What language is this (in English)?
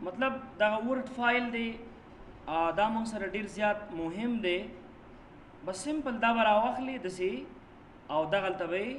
Pashto